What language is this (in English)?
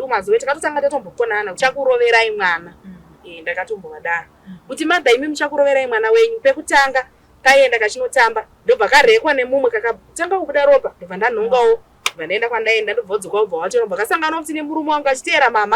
Shona